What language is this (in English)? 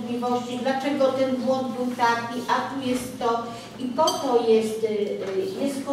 Polish